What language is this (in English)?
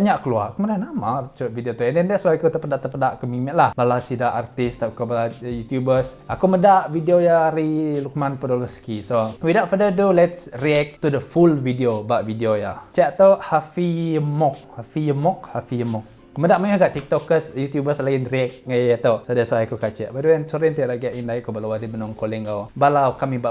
Iban